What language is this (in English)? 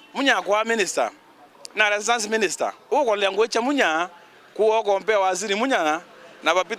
Meru